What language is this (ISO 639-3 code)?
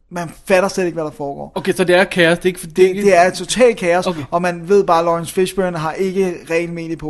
dan